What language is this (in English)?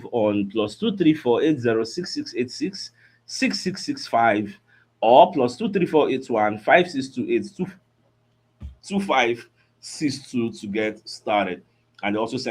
Nigerian Pidgin